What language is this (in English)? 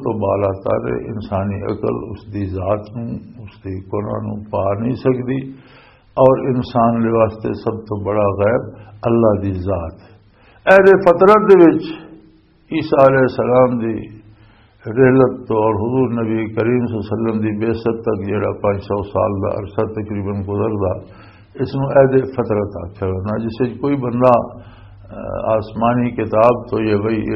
Western Panjabi